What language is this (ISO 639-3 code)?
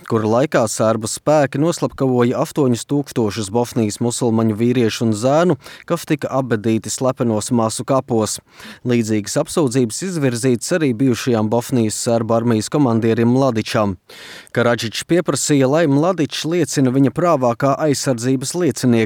lav